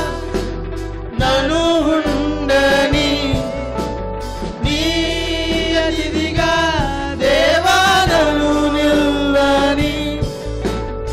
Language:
Telugu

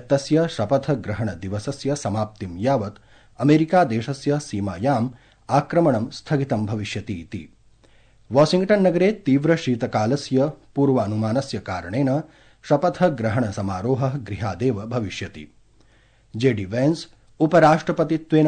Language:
Sanskrit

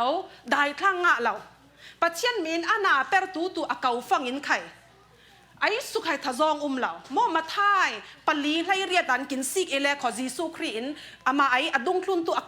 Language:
Falam Chin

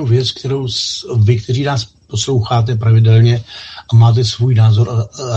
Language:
Czech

